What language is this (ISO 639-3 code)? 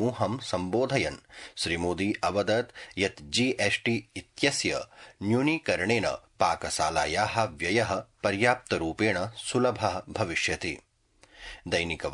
san